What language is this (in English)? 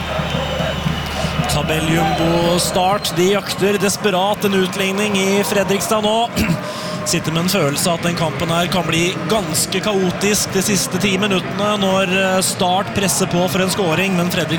Norwegian